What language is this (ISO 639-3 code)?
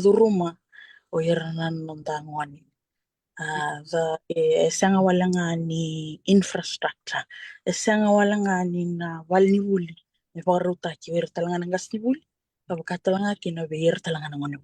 fij